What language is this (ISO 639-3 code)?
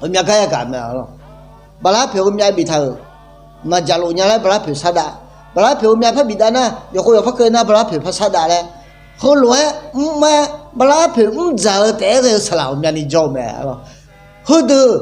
ahk